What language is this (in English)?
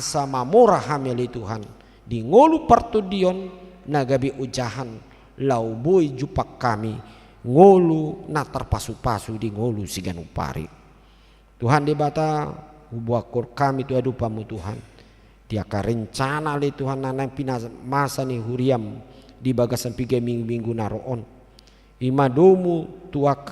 Batak Toba